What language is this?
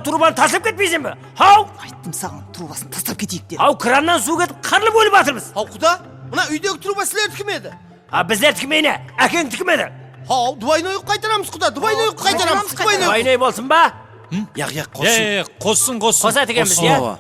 Kara-Kalpak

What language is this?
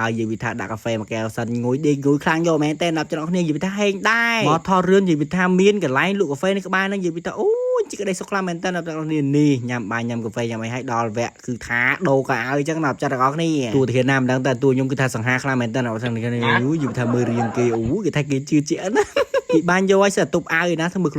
Khmer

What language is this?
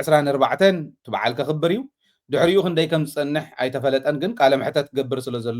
Tigrinya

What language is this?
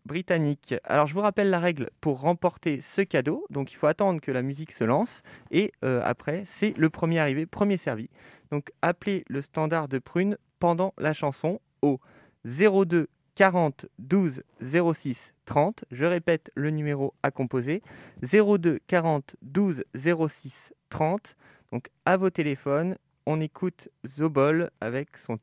French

